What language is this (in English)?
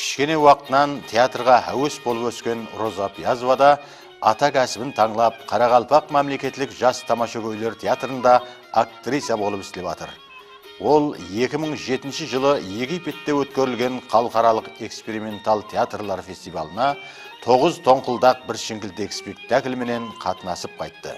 Kara-Kalpak